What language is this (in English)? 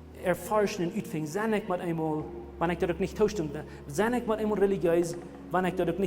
Plautdietsch